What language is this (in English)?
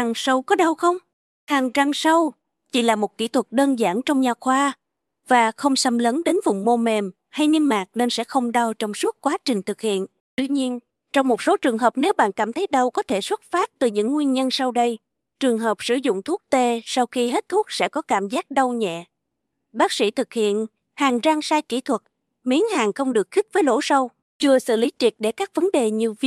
Vietnamese